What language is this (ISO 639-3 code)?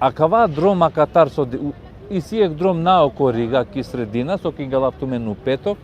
rmn